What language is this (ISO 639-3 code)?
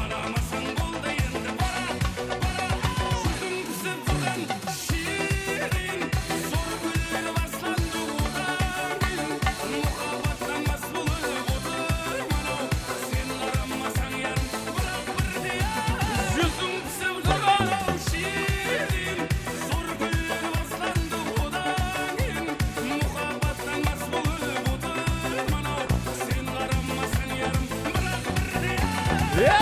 kaa